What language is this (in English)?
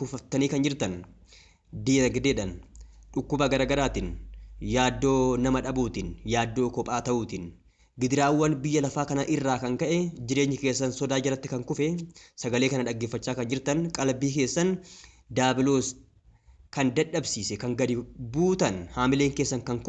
Oromo